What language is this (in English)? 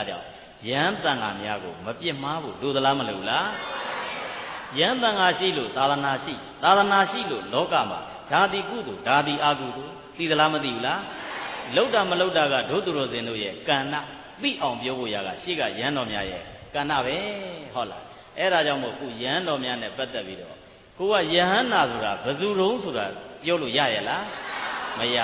Burmese